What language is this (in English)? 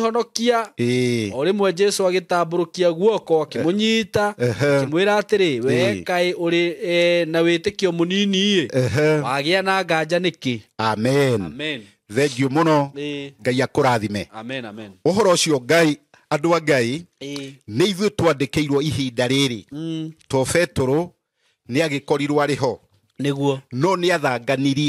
Kikuyu